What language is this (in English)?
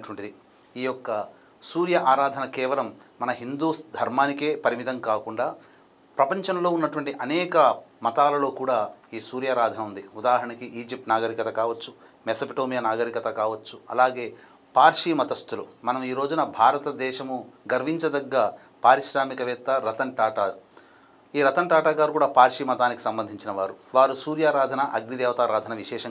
Telugu